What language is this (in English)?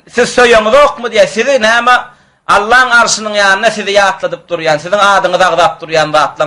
Turkmen